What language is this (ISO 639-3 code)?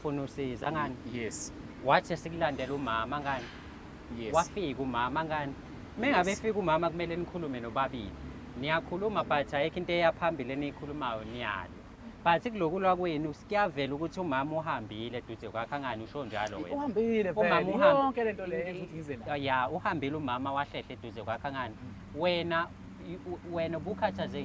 zul